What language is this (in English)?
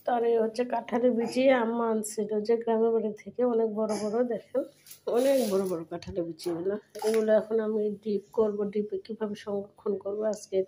Bangla